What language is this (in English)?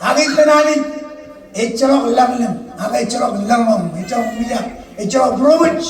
Marshallese